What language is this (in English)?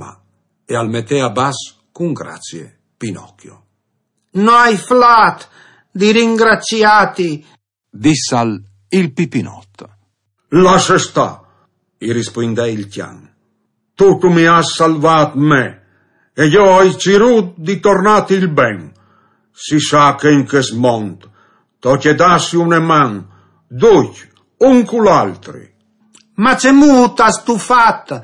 Friulian